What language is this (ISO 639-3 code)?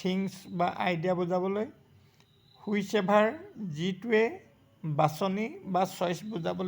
asm